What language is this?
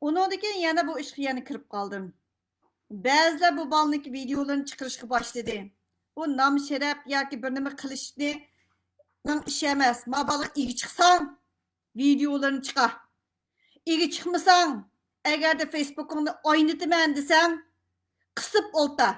Uyghur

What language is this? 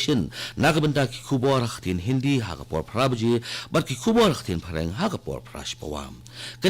Khasi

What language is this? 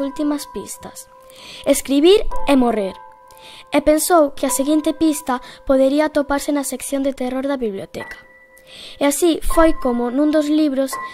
Galician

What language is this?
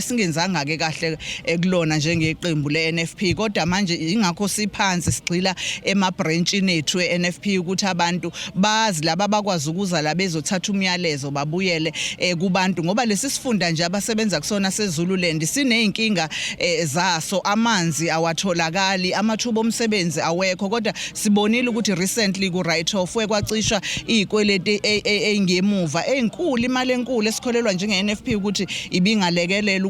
Zulu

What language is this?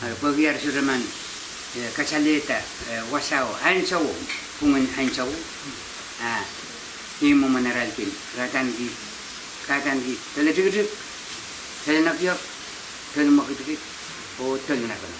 Pohnpeian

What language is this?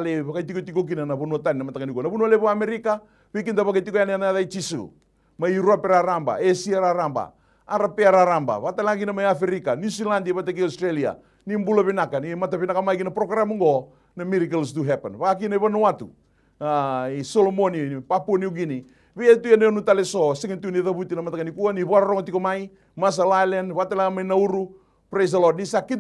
Fijian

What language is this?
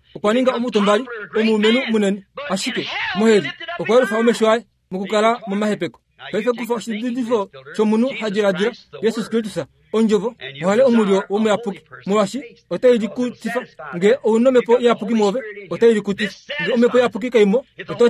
Kuanyama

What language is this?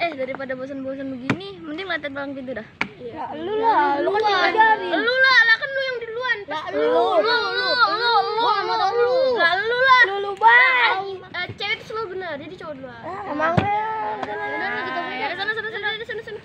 Betawi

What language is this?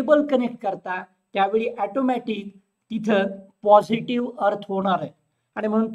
Marathi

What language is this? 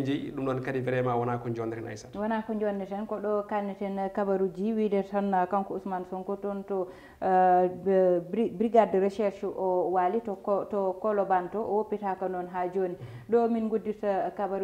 Fula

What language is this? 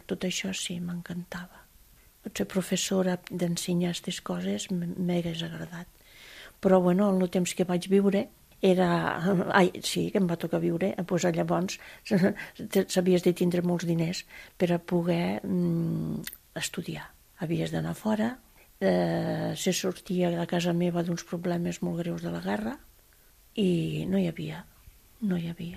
Catalan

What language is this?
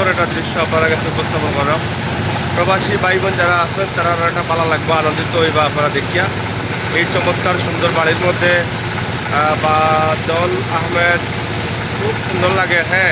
Sylheti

